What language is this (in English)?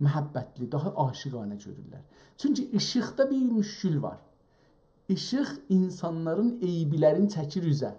South Azerbaijani